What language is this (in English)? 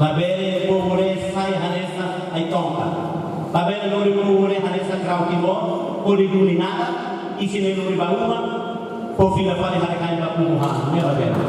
Tetum